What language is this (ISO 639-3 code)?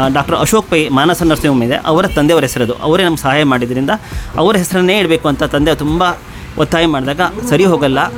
kan